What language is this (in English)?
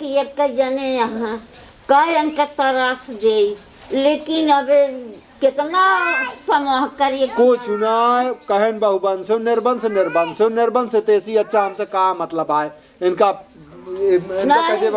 Awadhi